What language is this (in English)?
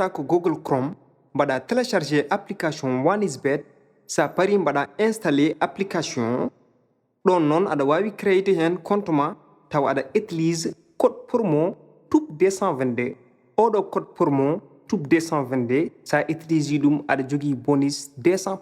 Fula